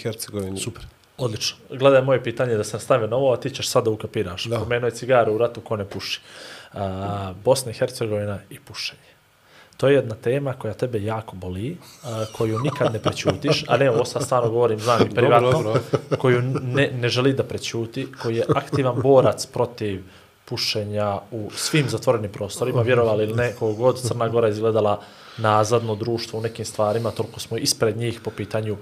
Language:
Bosnian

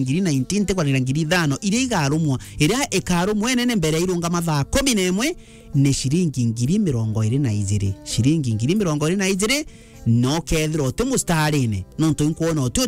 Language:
Meru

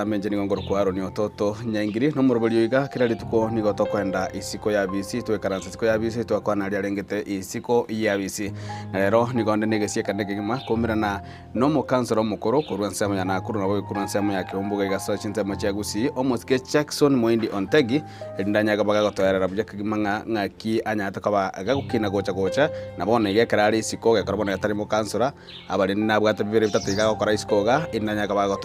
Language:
Gusii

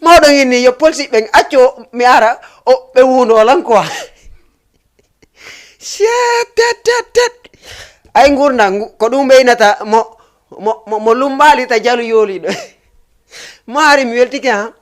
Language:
Fula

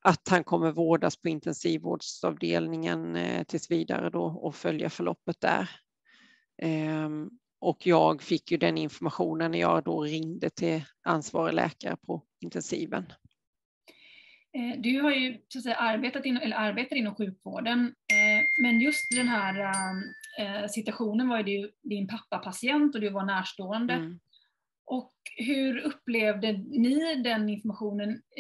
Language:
Swedish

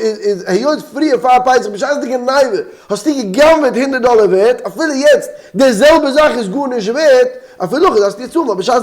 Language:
Yiddish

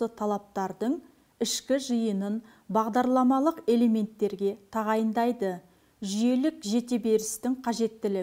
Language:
Kazakh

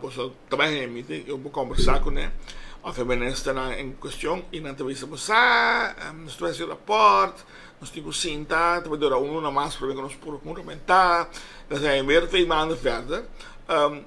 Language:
Papiamento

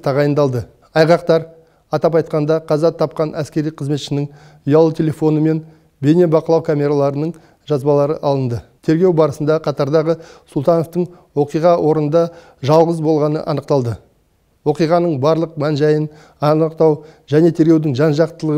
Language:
Kazakh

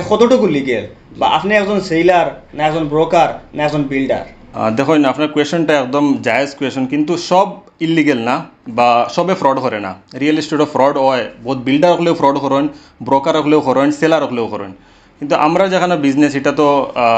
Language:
Sylheti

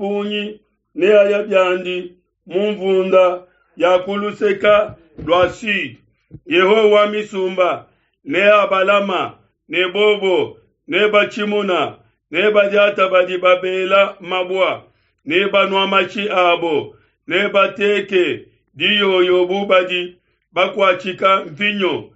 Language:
Luba-Lulua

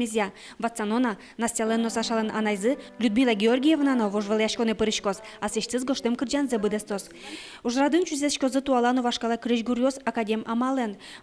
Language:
Udmurt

